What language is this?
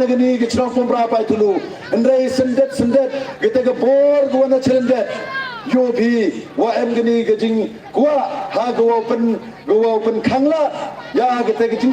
Pnar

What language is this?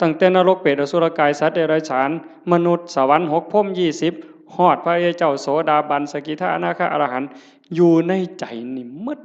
Northeastern Thai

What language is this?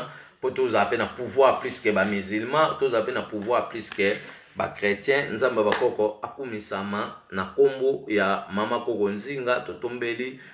Lingala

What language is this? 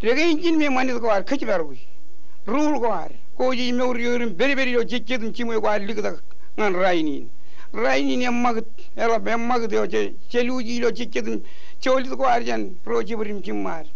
Marshallese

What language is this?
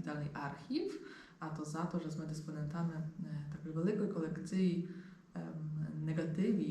Rusyn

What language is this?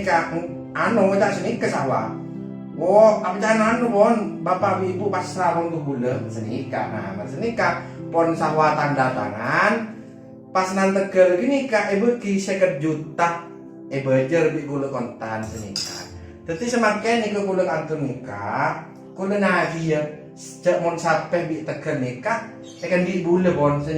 Madurese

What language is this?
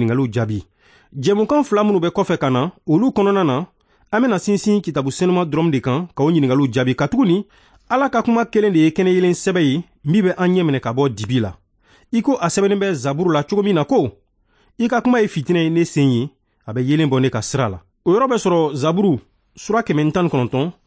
Bambara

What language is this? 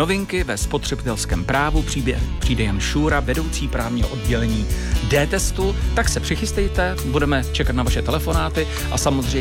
Czech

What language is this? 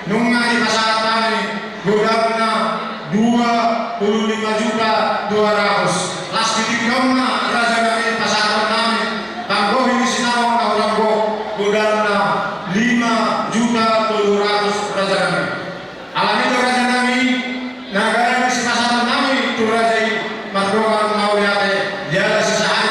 Batak Toba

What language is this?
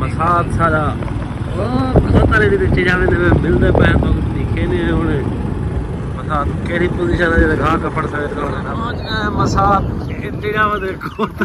Saraiki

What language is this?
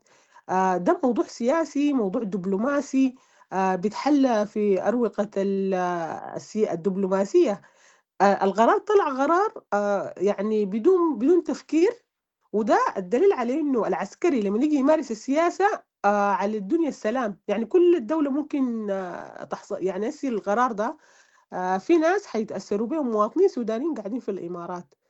Sudanese Arabic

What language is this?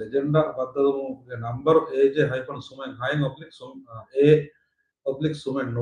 Divehi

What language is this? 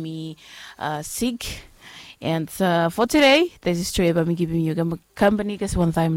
Bislama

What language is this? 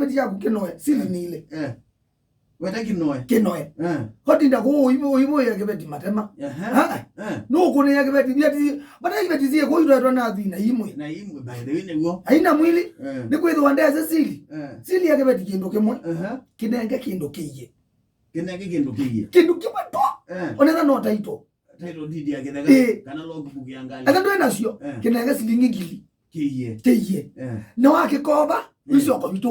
Kamba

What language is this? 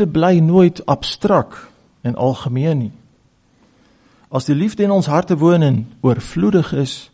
Afrikaans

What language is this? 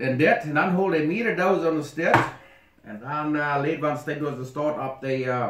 Plautdietsch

